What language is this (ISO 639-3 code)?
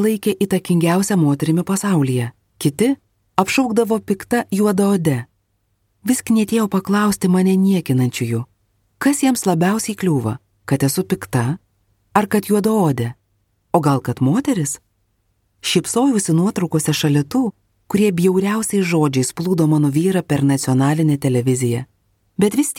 lit